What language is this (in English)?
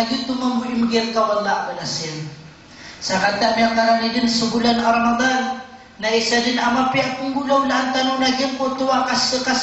Maranao